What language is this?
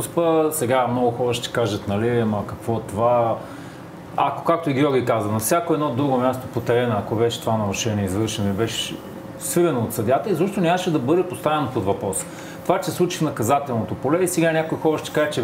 Bulgarian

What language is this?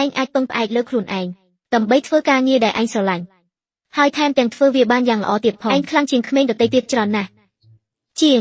Khmer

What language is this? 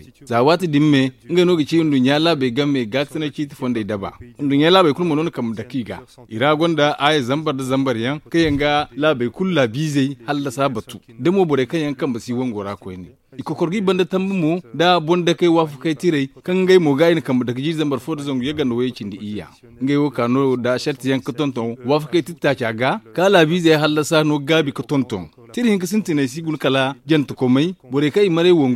Zarma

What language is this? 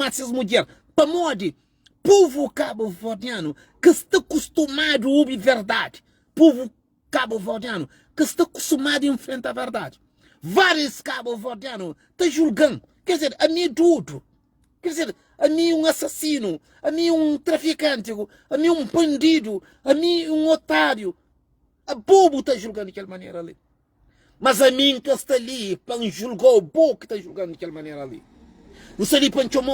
Kabuverdianu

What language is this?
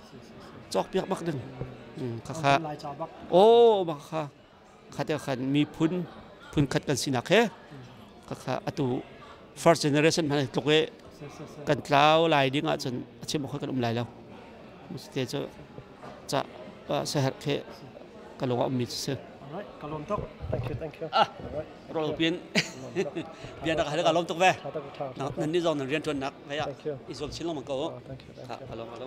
Hakha Chin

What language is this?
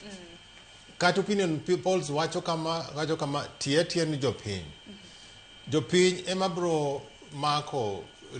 Luo (Kenya and Tanzania)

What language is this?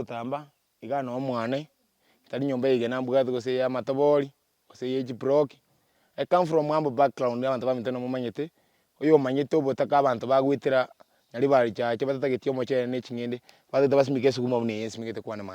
Gusii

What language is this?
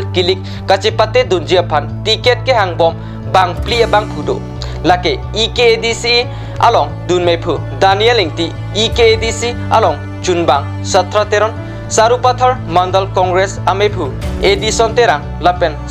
Karbi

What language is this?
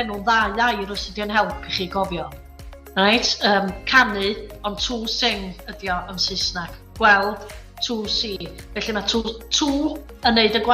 Welsh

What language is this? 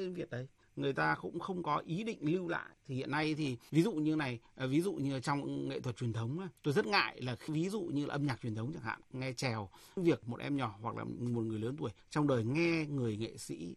Vietnamese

